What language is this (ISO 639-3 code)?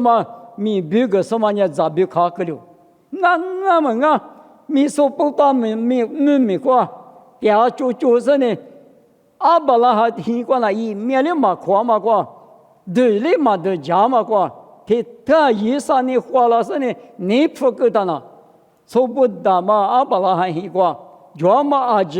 lis